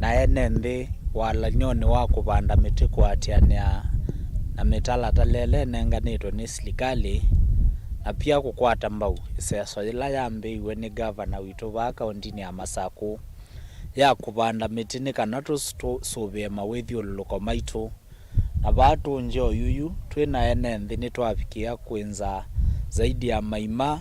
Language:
Kamba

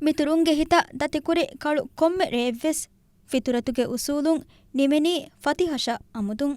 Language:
Divehi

